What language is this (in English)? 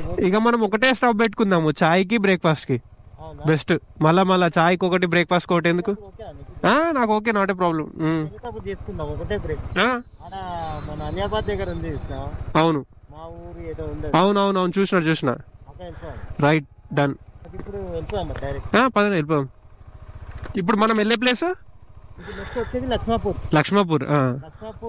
Telugu